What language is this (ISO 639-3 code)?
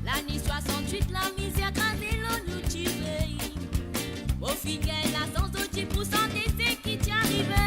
mfe